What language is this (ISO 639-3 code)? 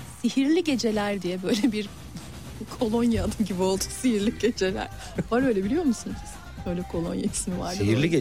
tur